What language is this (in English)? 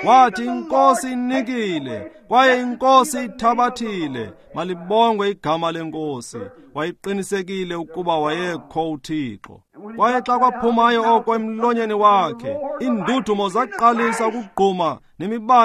Xhosa